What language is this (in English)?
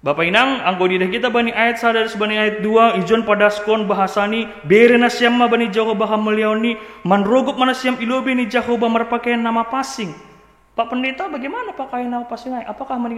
Batak Simalungun